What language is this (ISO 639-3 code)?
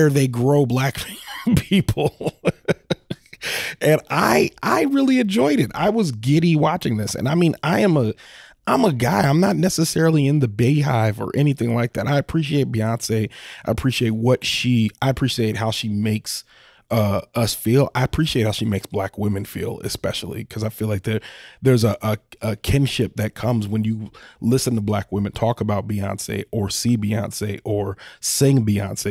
eng